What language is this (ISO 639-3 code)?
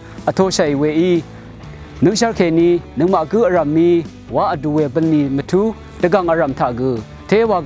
raw